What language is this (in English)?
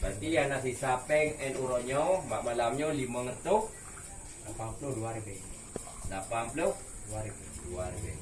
Achinese